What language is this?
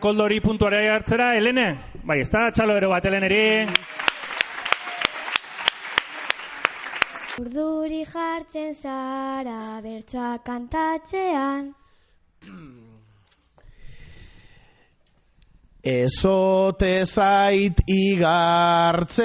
Basque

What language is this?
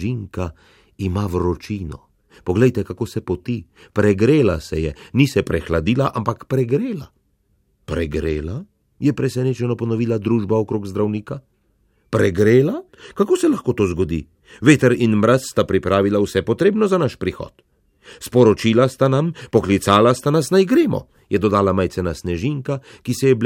Slovenian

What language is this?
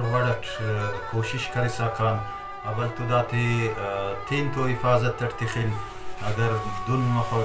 Brahui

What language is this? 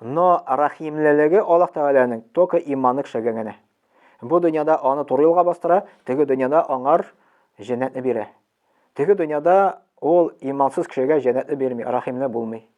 Tatar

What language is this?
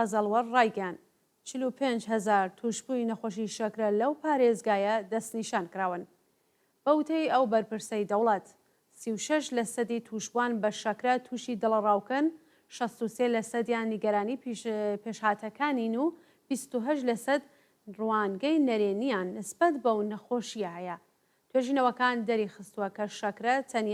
Central Kurdish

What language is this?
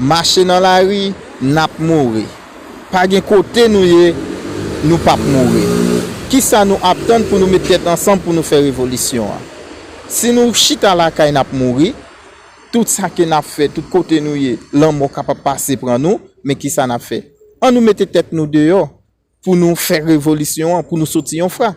Haitian Creole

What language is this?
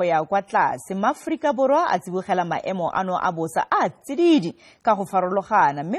Tswana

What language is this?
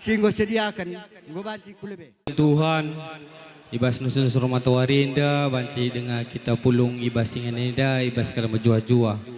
Batak Karo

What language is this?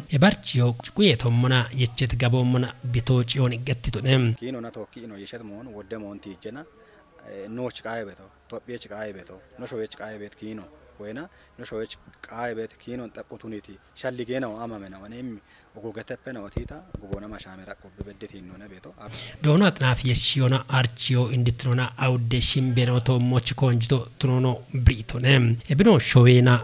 Kafa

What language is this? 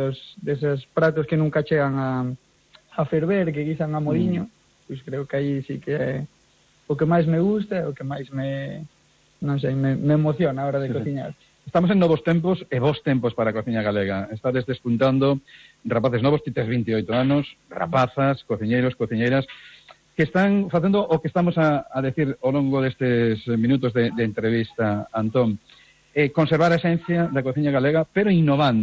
Galician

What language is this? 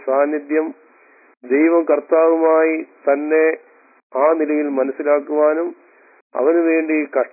Malayalam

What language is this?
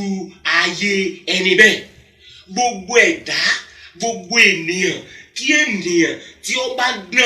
Yoruba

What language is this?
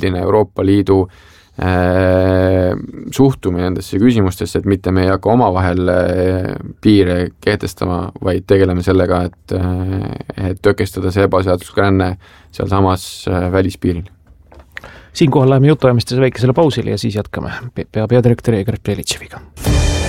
Estonian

